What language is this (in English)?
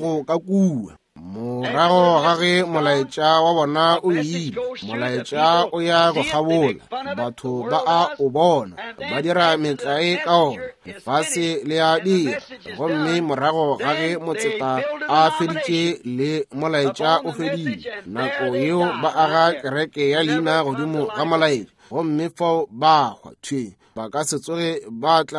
Northern Sotho